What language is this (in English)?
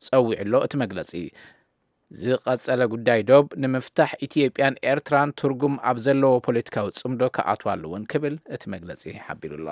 Tigrinya